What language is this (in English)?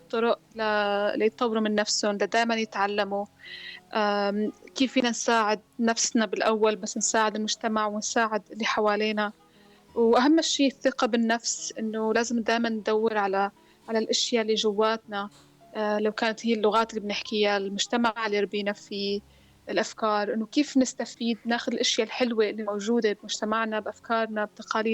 North Levantine Arabic